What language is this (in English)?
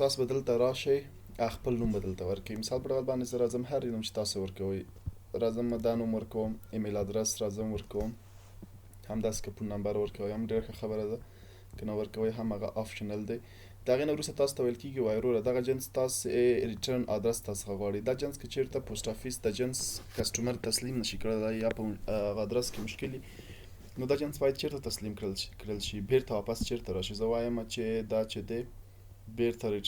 Pashto